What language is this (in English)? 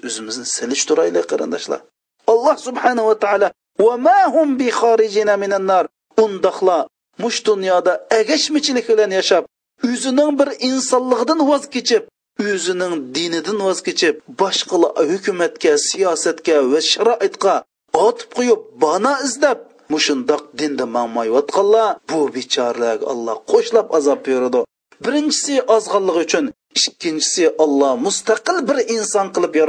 Uyghur